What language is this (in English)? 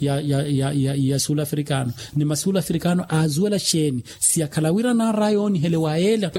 Makhuwa